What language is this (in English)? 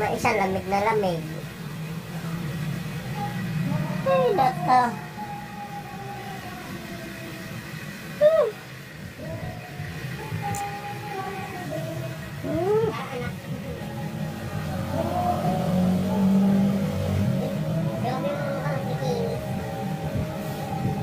Filipino